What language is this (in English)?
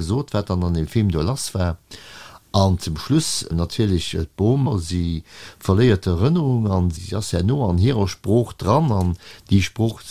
Luxembourgish